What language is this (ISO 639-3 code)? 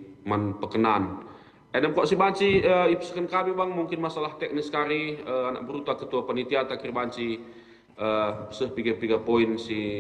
btx